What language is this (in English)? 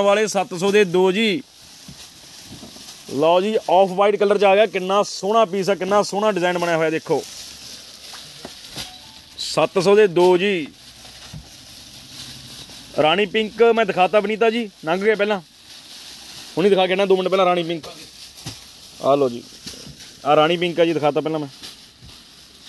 Punjabi